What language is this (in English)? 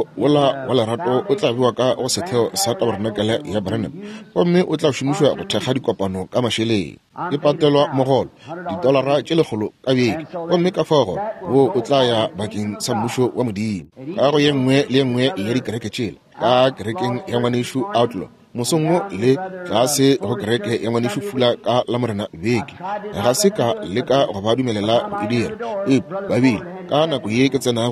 Northern Sotho